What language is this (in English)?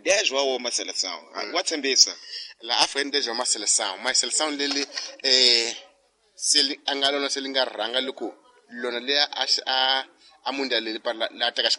Tsonga